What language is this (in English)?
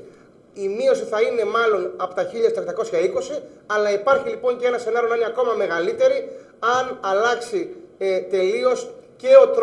Greek